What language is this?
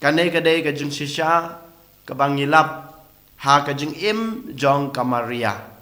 Khasi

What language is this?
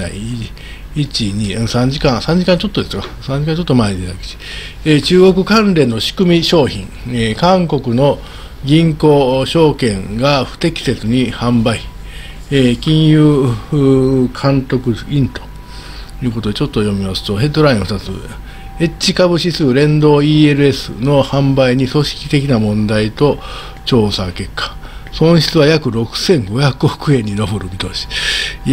Japanese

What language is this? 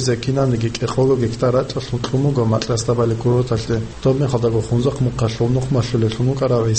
Avaric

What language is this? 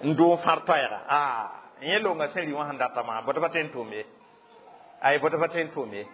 Mossi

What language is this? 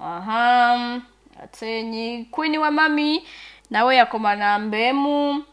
Nyankole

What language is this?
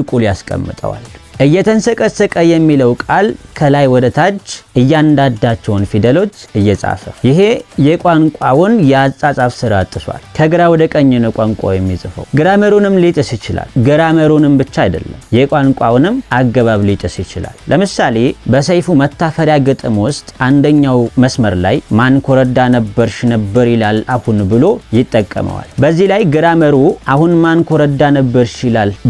Amharic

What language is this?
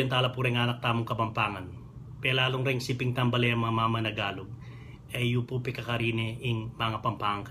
Pampanga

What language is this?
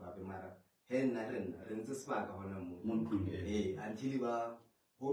Northern Sotho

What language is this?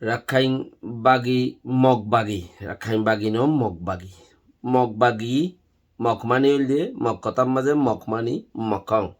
Rohingya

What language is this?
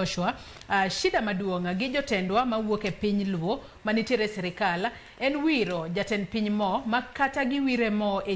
Luo (Kenya and Tanzania)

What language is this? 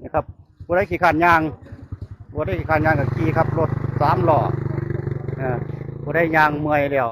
Northeastern Thai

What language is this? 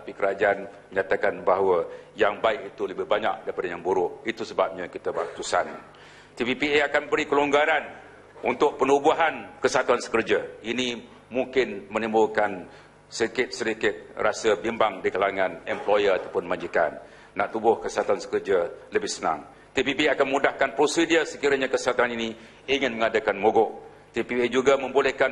Malay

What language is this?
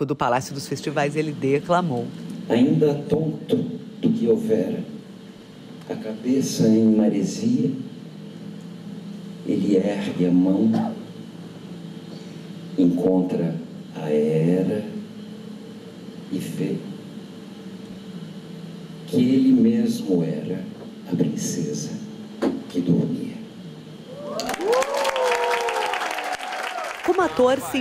Portuguese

